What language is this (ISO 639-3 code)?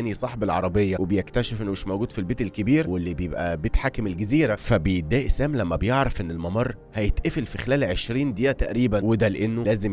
arz